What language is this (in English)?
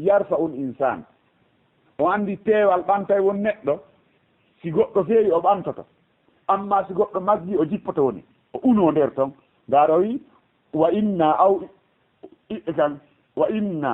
Fula